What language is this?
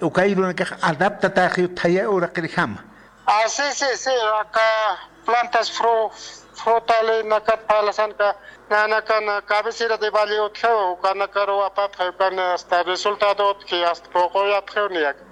Aymara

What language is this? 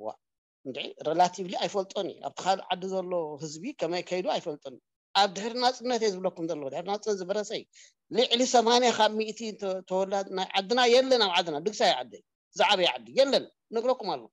Tigrinya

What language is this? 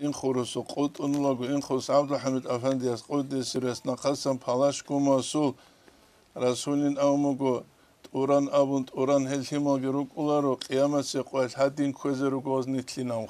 Avaric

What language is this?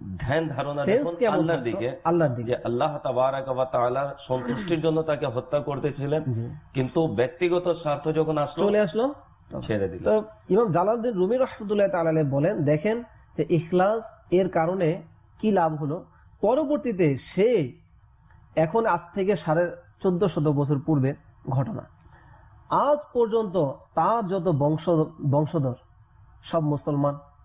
Bangla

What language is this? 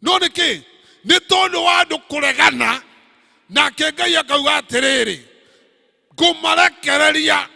Kikuyu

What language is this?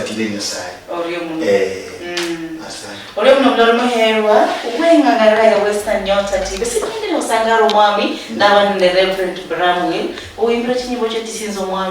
Luyia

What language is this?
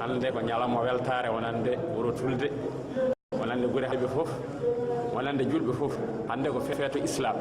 Fula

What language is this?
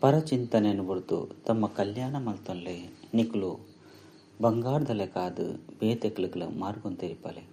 Tulu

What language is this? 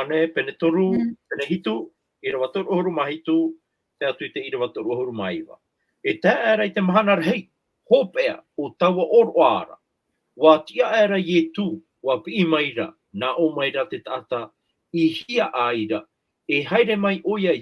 Tahitian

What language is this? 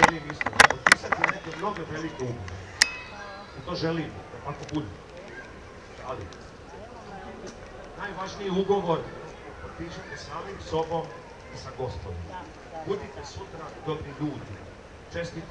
Serbian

